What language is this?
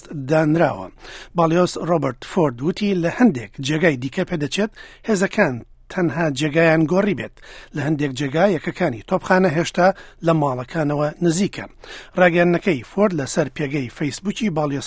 Central Kurdish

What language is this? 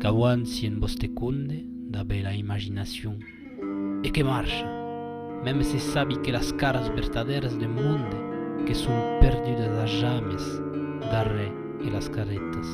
Occitan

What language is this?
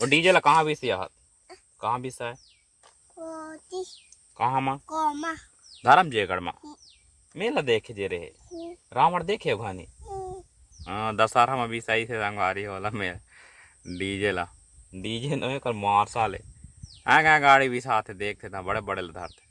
Chhattisgarhi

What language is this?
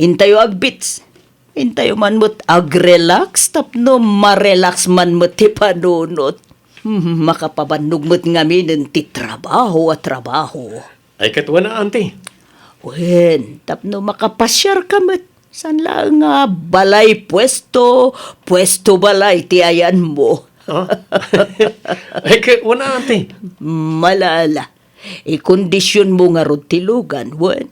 Iloko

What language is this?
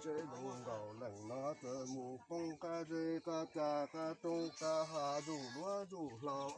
Hmong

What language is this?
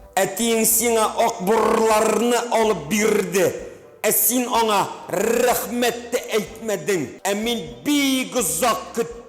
Tatar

